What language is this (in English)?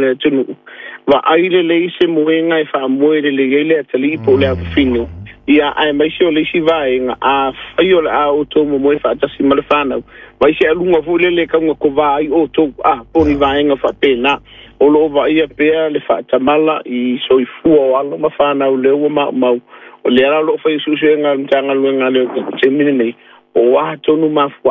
Samoan